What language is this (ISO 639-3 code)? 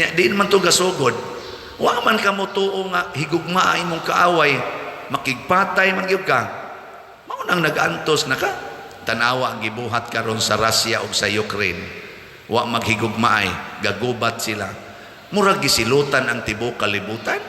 ceb